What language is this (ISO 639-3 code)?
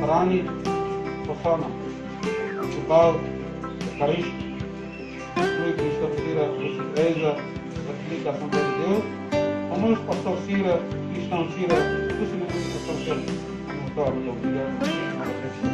tet